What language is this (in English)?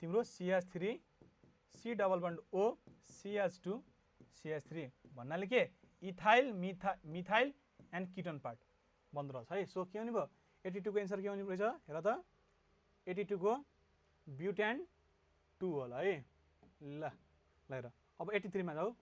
Nepali